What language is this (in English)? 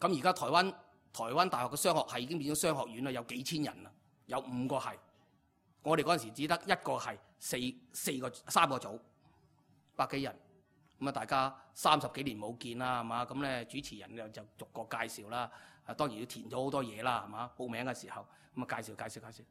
Cantonese